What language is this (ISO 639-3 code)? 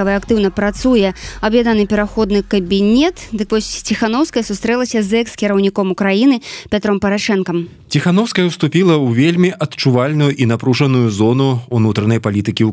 bel